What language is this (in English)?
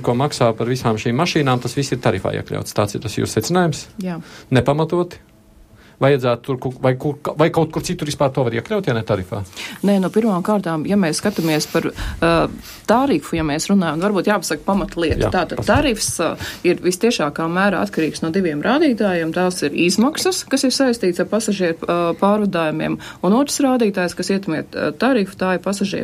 Latvian